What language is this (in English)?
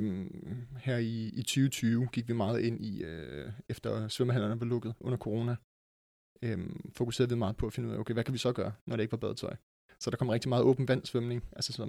Danish